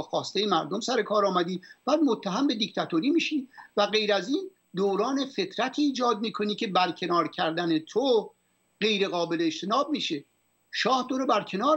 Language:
Persian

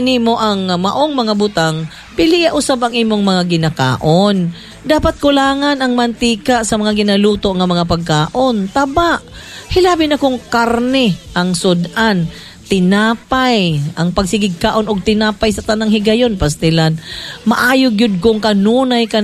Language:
Cebuano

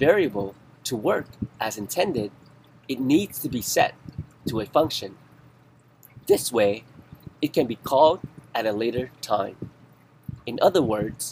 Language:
English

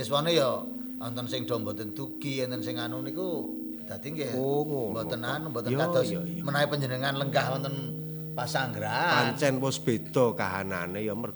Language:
Javanese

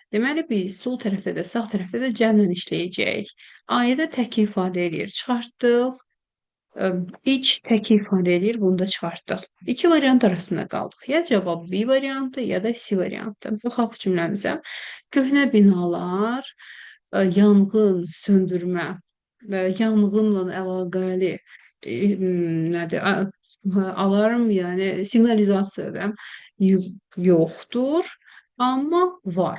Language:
Azerbaijani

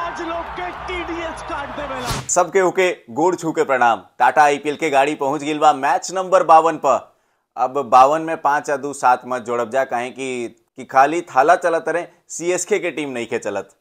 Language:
Bhojpuri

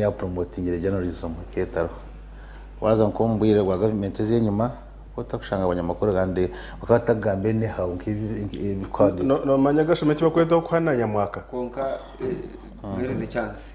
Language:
Nyankole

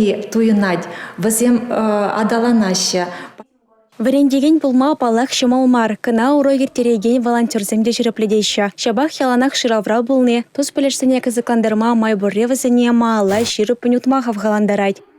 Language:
Chuvash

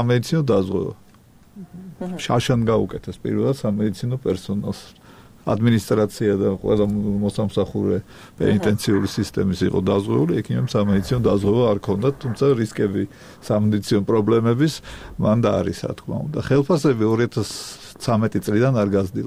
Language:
Georgian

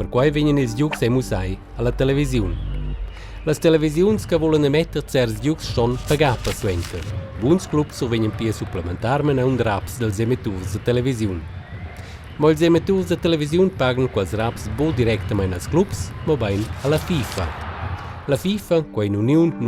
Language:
Romansh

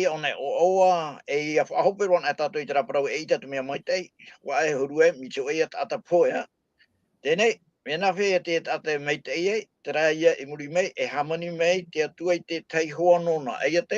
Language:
Tahitian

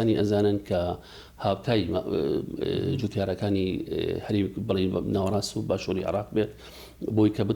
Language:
Central Kurdish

